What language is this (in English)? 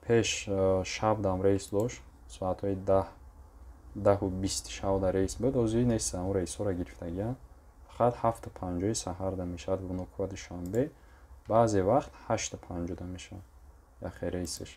Tajik